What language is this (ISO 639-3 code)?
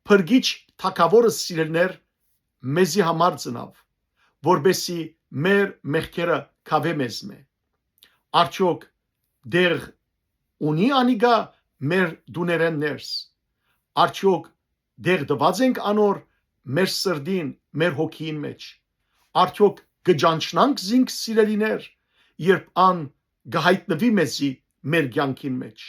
hyw